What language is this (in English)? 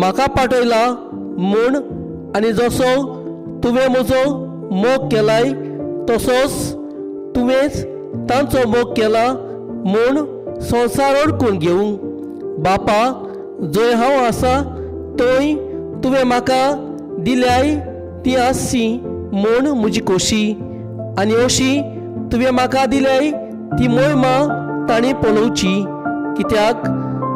Konkani